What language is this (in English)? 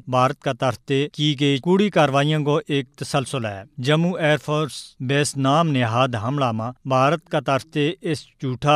Gujari